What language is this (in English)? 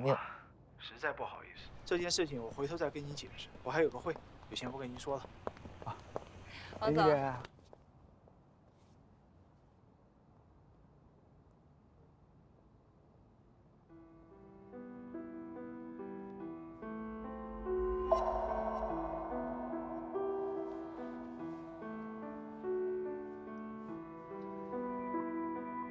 Chinese